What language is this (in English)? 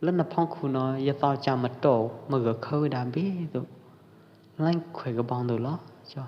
Pwo Eastern Karen